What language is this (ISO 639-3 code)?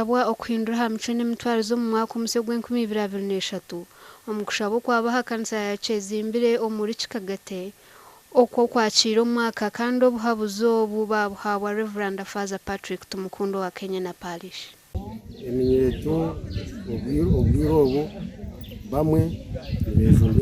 nyn